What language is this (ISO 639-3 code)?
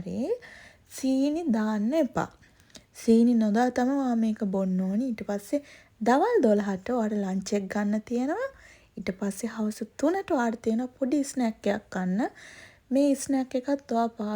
sin